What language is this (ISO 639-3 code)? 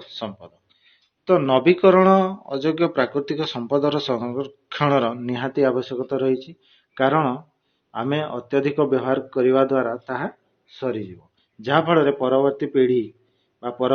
ori